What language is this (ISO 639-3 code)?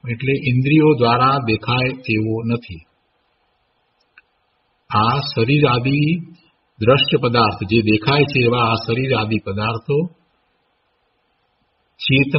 guj